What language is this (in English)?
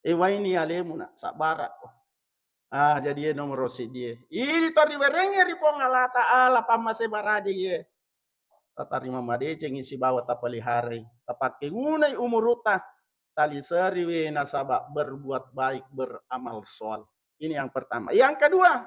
Buginese